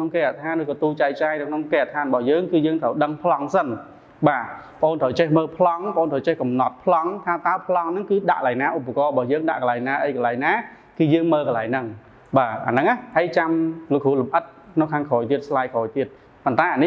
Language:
Khmer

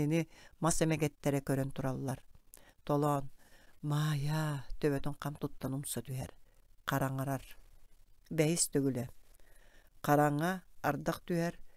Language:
Yakut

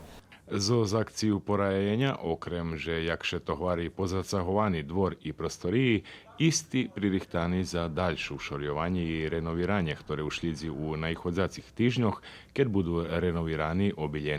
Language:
Rusyn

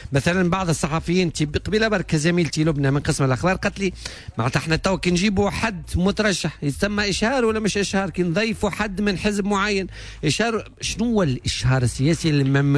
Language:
Tunisian Arabic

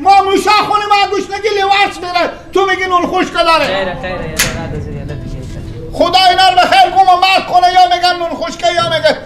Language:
Persian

